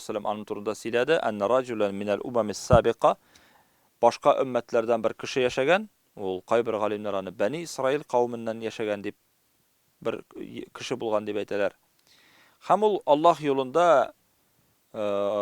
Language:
Tatar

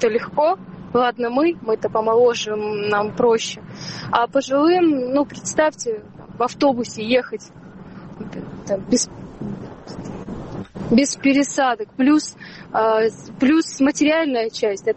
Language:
Russian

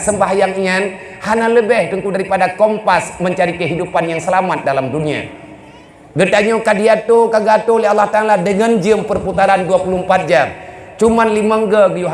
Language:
Achinese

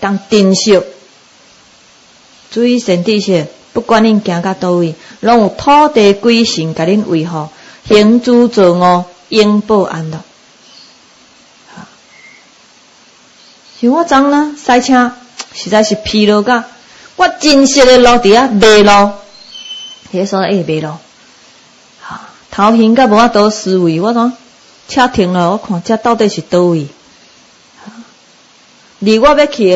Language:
Min Nan Chinese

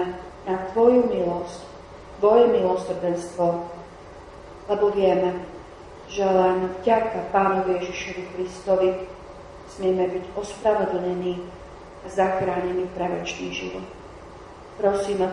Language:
Slovak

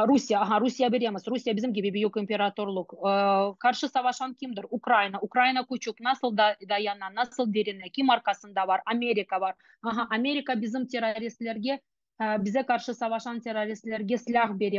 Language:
Crimean Tatar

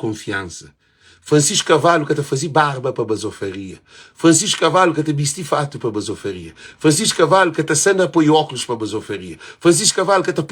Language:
Kabuverdianu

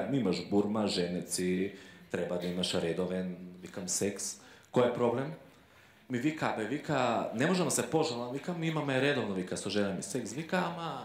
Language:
Macedonian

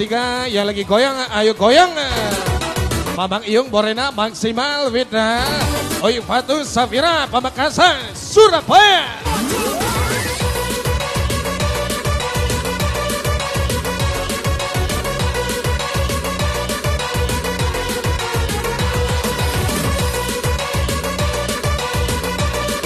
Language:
Indonesian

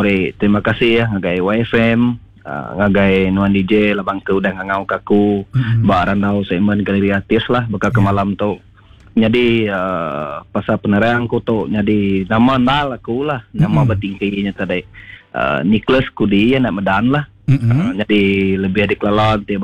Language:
Iban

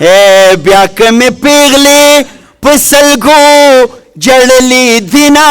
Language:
Pashto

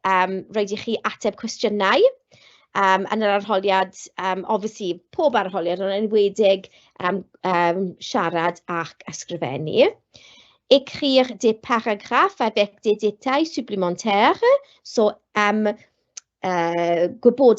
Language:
Welsh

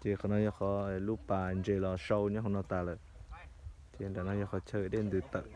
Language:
Hmong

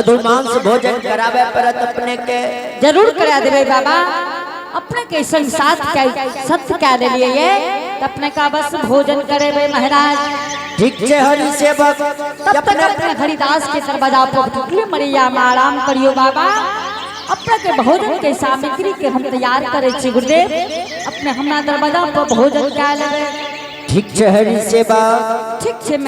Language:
Angika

